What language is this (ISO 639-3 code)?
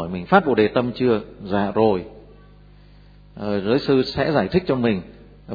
vie